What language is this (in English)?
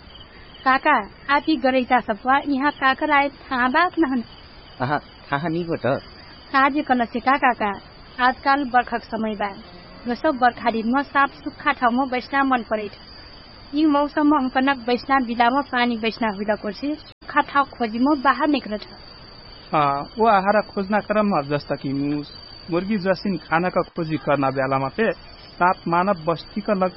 Dangaura Tharu